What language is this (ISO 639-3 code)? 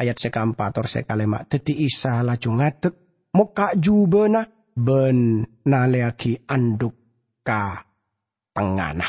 mad